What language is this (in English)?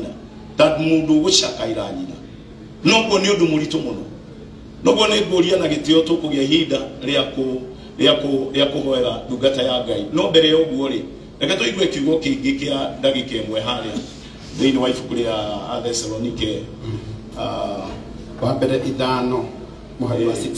Kikuyu